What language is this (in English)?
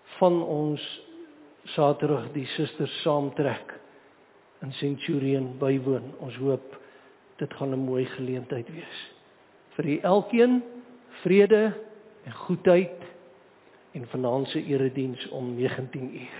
Afrikaans